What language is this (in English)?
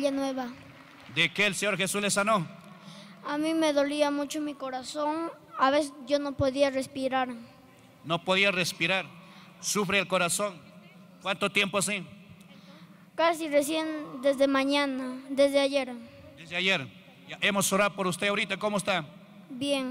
Spanish